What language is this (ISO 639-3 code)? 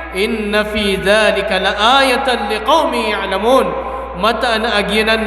mrw